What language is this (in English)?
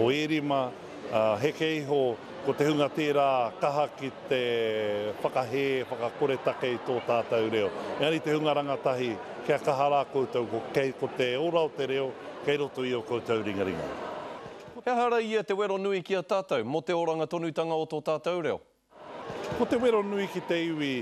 Māori